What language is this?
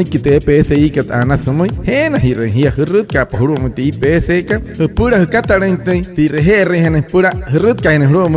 Wayuu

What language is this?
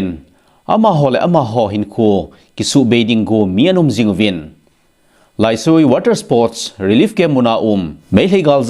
Thado Chin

